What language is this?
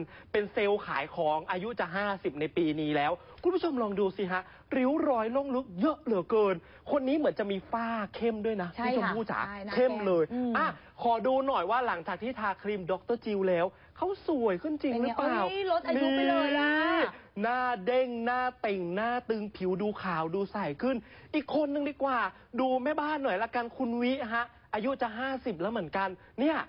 Thai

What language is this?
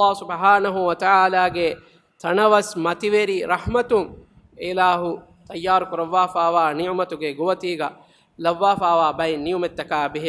Divehi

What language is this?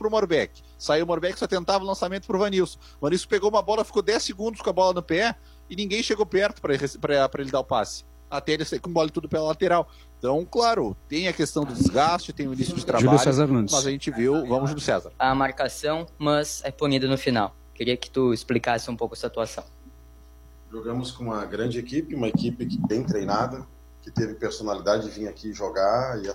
Portuguese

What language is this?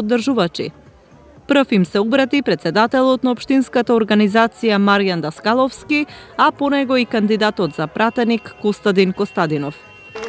Macedonian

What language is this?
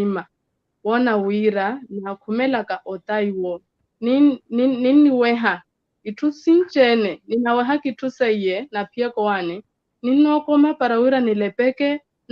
Makhuwa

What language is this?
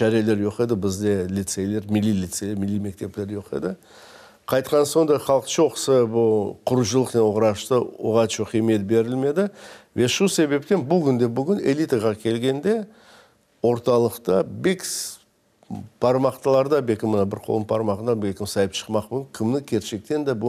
Crimean Tatar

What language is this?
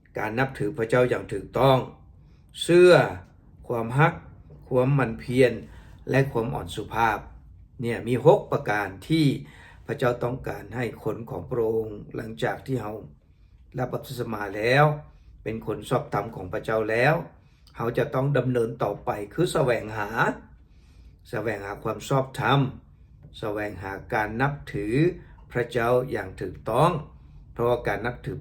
Lao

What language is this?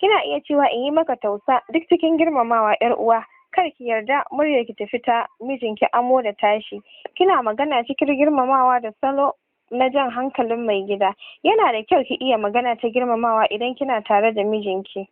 Hausa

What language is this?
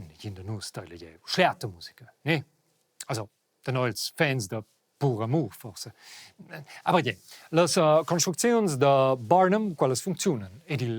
Romansh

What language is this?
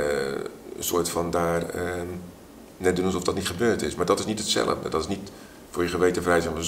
Dutch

